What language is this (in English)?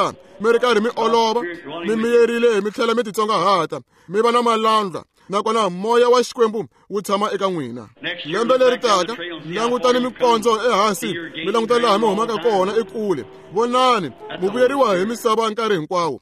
Tsonga